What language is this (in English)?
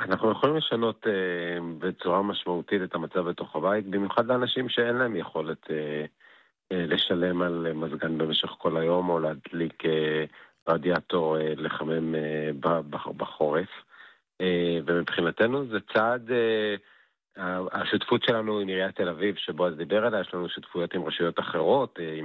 Hebrew